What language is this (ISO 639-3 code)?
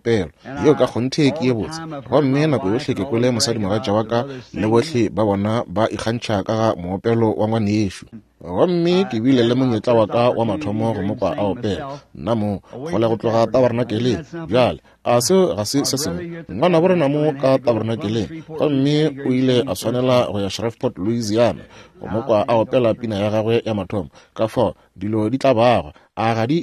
nso